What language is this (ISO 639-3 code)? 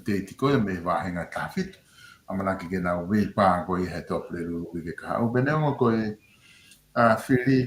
ton